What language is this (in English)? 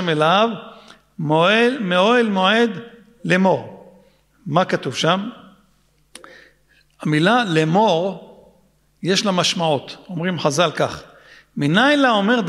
Hebrew